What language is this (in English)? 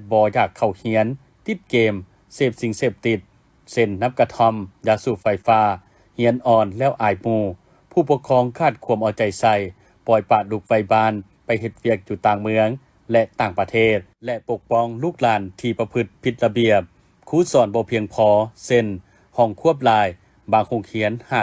Lao